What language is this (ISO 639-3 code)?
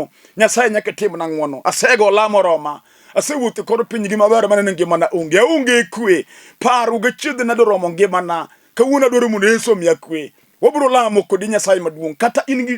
luo